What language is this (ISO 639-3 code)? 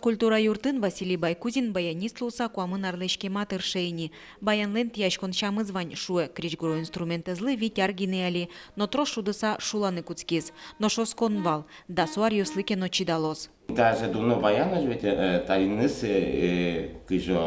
udm